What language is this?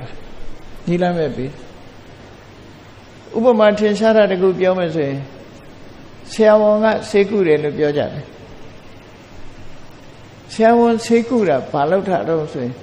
Burmese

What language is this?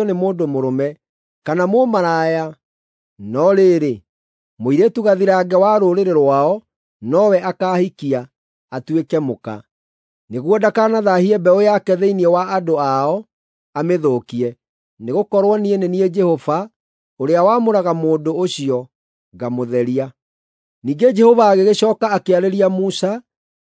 Kikuyu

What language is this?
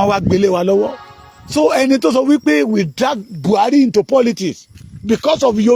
Yoruba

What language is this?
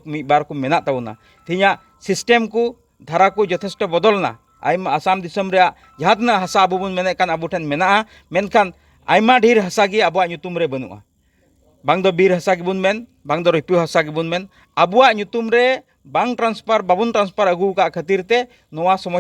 Santali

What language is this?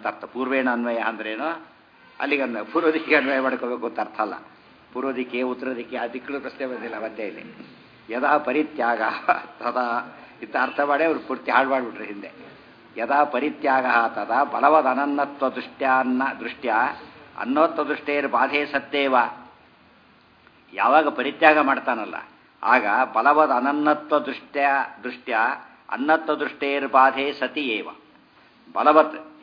Kannada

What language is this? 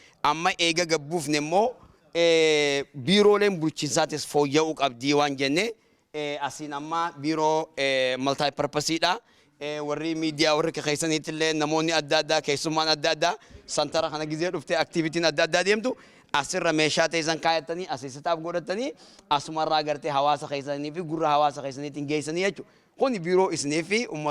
Oromo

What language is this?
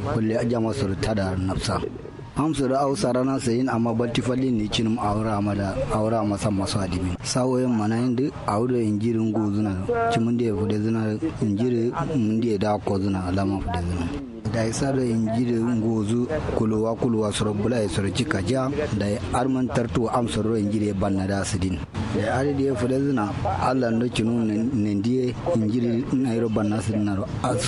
Kanuri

